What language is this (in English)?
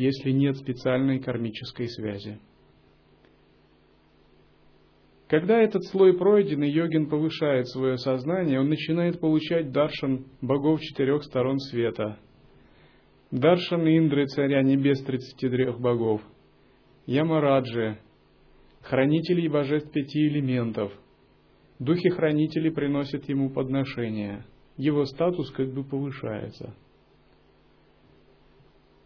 Russian